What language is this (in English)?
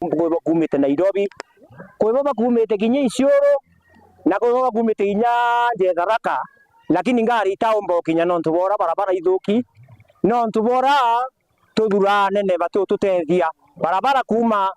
Meru